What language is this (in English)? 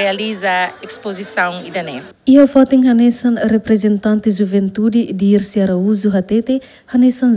Tetum